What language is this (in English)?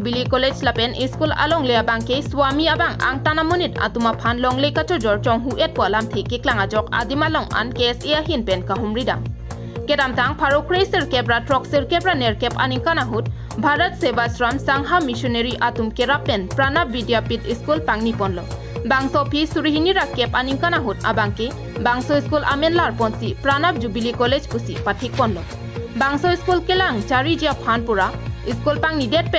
Karbi